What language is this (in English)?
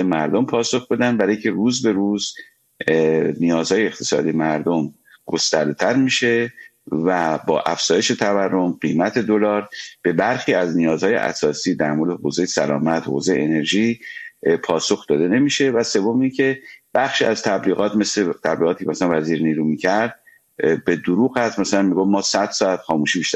Persian